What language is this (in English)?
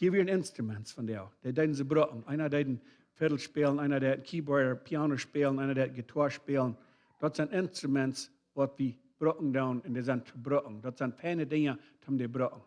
Plautdietsch